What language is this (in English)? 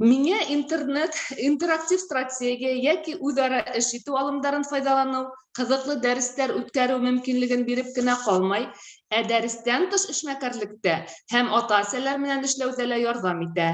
Bashkir